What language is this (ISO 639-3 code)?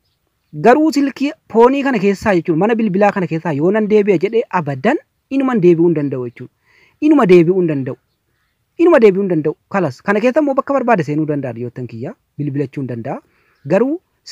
orm